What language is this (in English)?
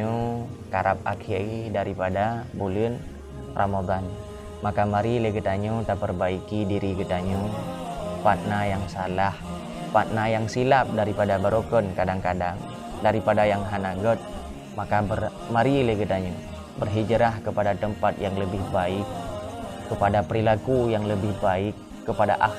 Achinese